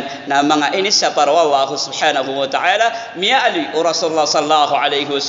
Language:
Maranao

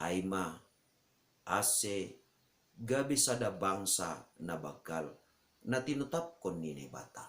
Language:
Batak Simalungun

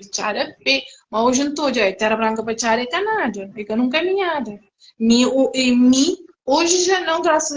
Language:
Kabuverdianu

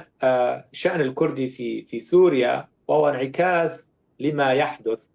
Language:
North Levantine Arabic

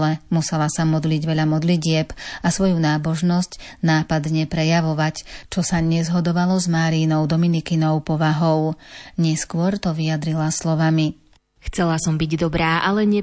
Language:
Slovak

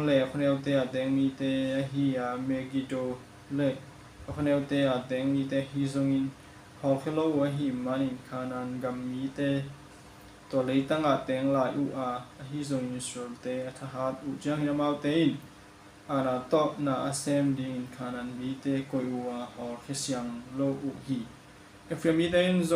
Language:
Tedim Chin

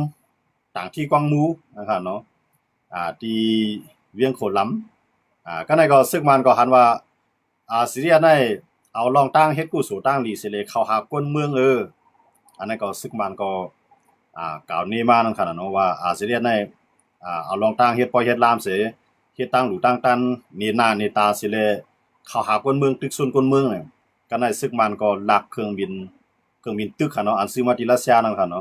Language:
Shan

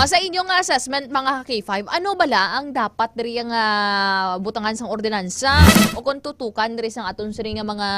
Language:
Hiligaynon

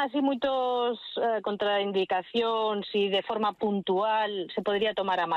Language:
Galician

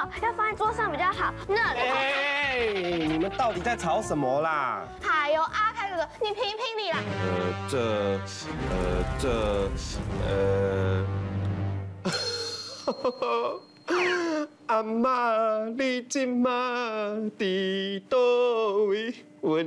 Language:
Chinese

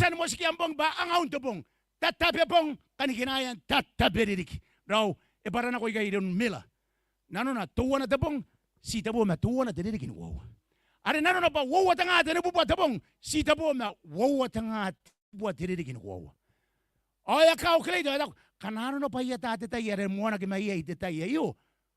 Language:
Gilbertese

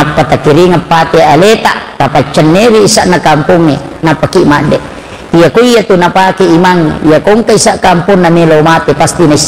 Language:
Buginese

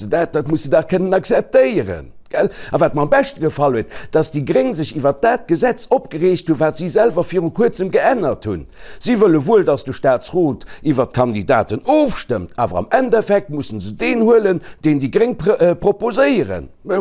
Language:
Luxembourgish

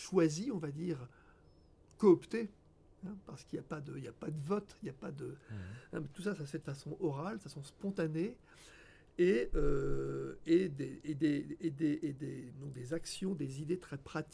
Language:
French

